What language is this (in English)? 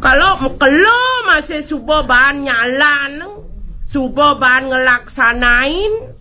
Balinese